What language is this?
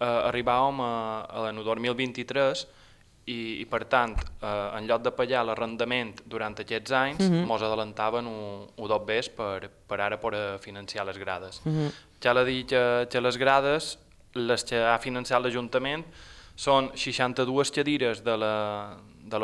Catalan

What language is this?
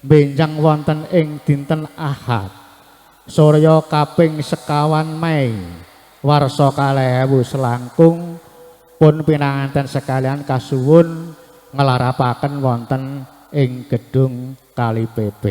Javanese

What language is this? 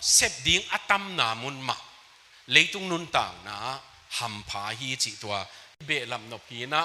Tedim Chin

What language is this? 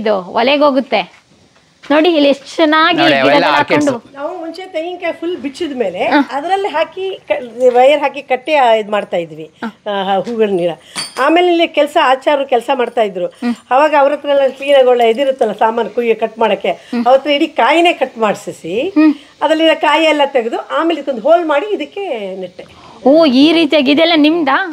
Kannada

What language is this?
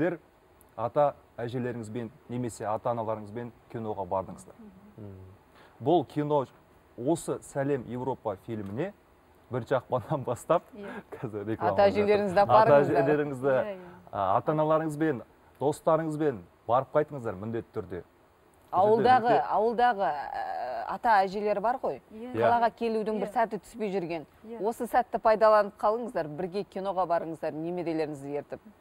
Kazakh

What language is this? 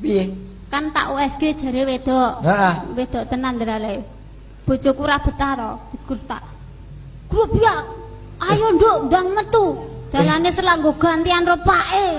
Javanese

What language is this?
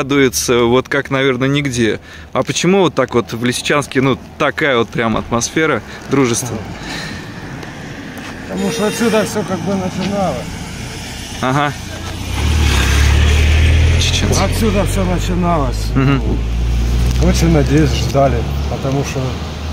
Russian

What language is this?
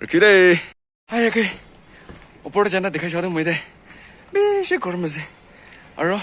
Naga Pidgin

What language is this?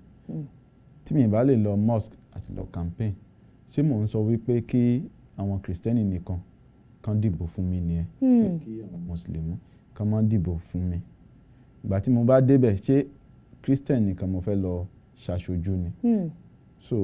Yoruba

